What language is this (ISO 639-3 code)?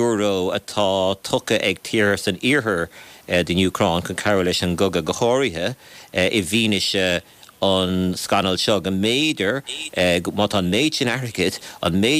gle